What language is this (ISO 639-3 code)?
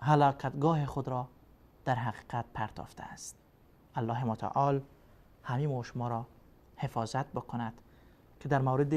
fas